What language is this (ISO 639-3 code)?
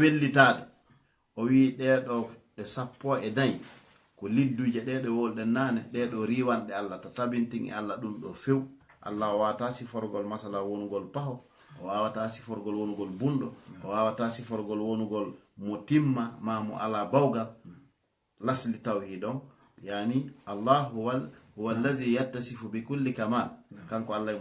ful